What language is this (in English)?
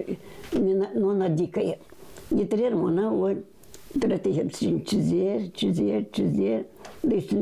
Gagauz